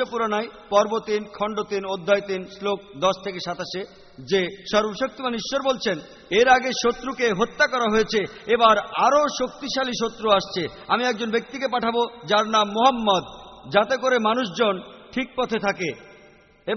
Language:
Bangla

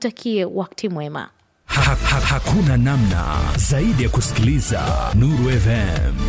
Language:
Swahili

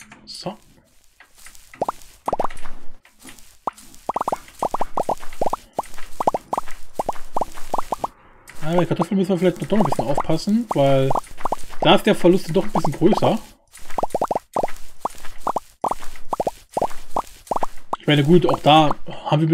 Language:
German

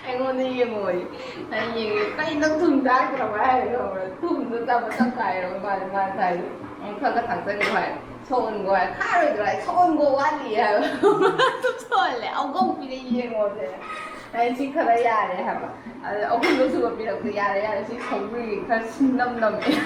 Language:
Manipuri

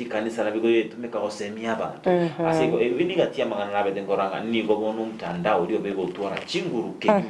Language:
Gusii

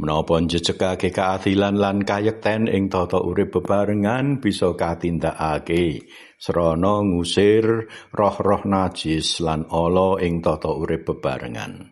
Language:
Javanese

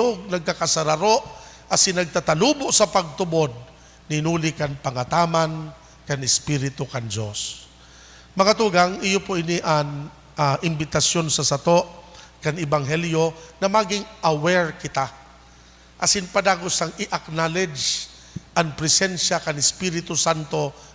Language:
Bikol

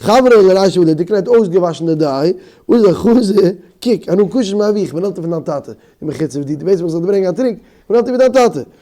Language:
Yiddish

